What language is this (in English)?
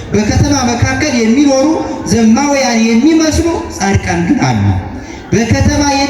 Amharic